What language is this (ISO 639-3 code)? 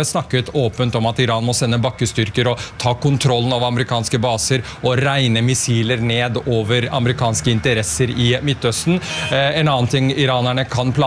nor